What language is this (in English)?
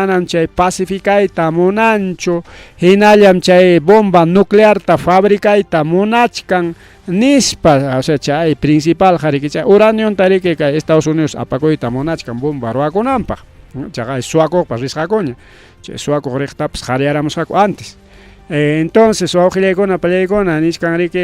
Ayacucho Quechua